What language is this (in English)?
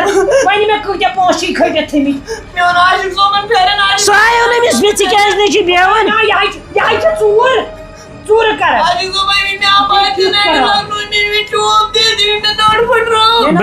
Kashmiri